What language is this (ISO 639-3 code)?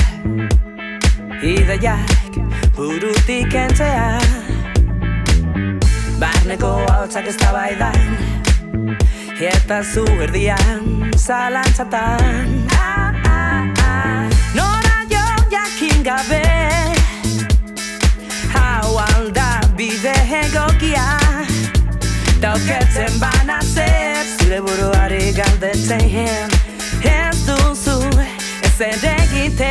eus